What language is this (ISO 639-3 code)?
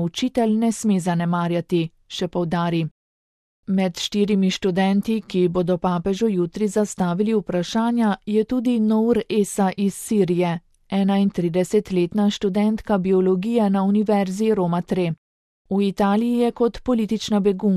slv